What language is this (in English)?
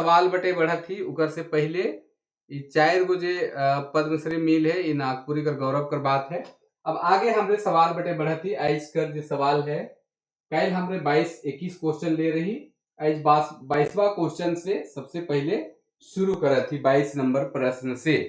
Sadri